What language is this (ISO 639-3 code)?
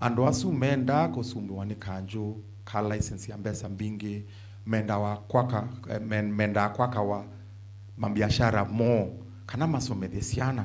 kam